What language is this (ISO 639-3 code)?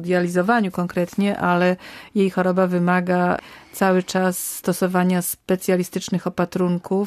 pol